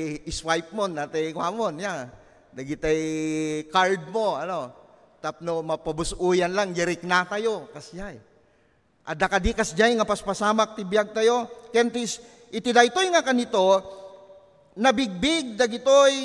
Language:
Iloko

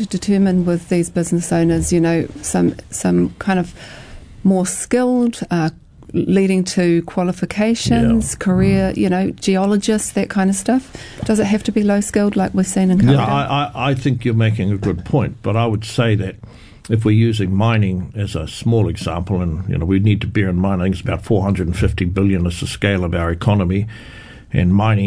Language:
English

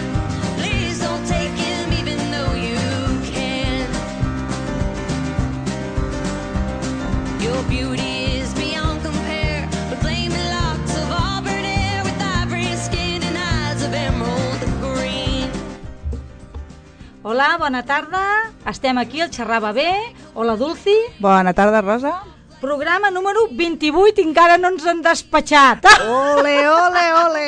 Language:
Catalan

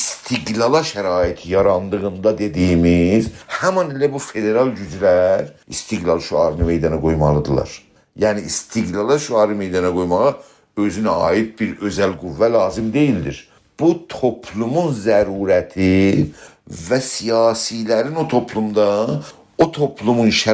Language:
South Azerbaijani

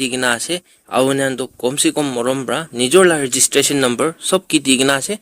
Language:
Naga Pidgin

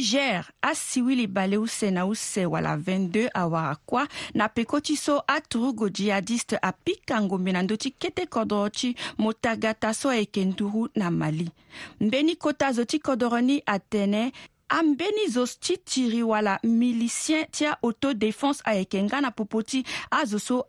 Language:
Sango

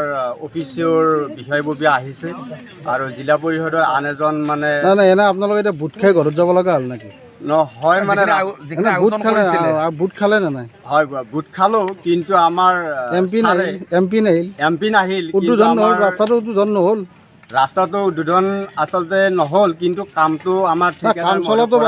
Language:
Assamese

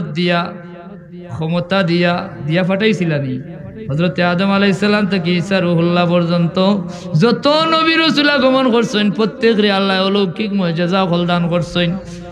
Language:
Sylheti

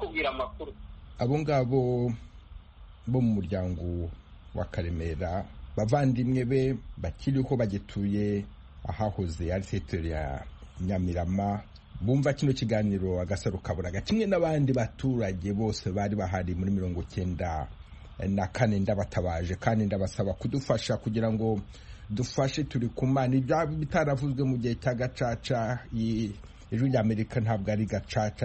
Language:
Kinyarwanda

